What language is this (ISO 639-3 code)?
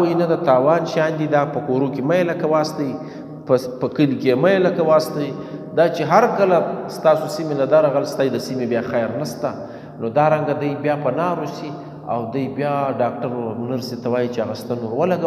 pus